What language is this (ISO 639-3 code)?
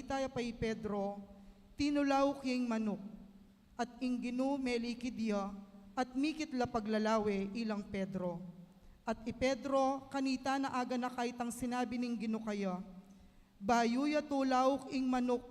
pam